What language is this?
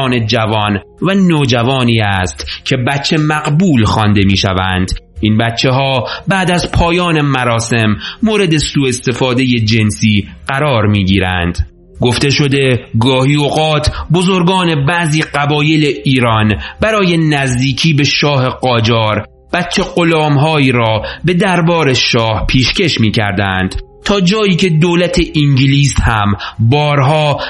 Persian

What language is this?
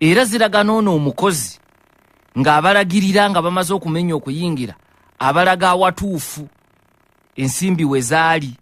Ganda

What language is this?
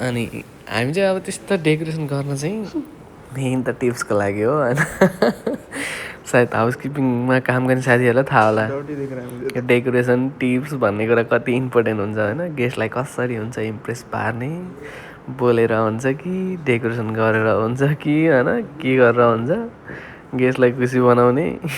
Nepali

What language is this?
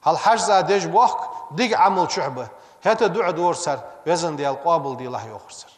Ingush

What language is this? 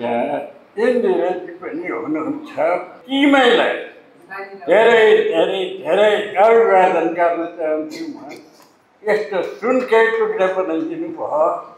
Nepali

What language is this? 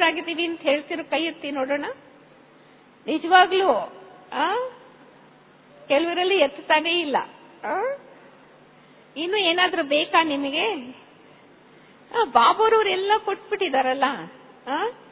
Kannada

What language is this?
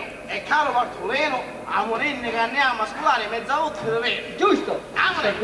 Sicilian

